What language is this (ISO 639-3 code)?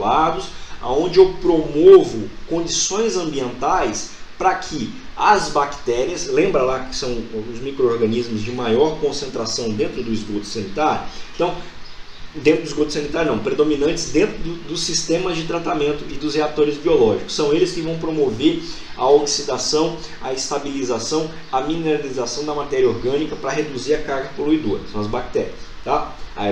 por